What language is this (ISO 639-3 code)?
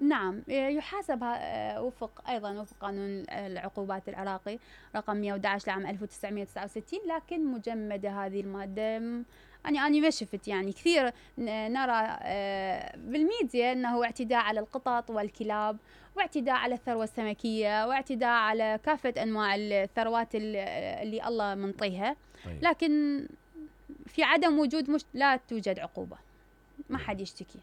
acm